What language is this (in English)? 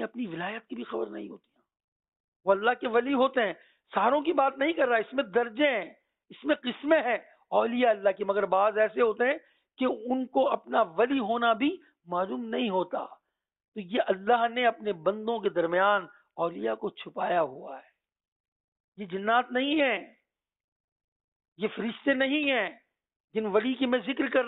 Urdu